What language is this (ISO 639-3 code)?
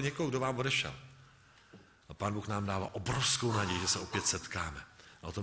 ces